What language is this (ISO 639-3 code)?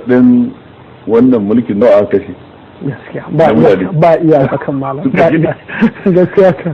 hau